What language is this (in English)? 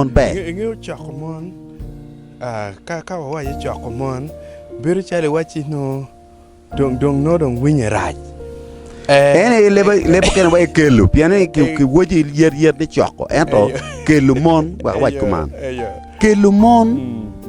Acoli